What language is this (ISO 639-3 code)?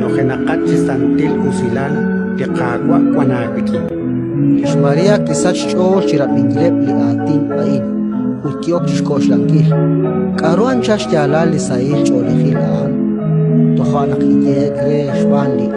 kek